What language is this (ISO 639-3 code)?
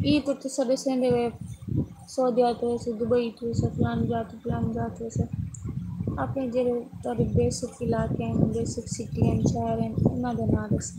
skr